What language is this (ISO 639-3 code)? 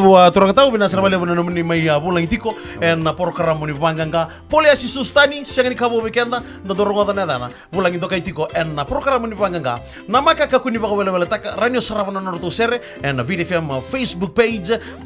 fij